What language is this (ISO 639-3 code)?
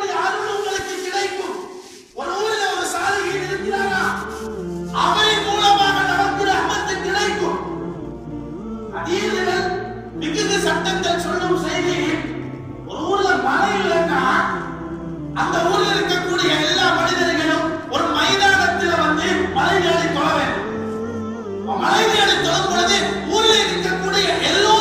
tam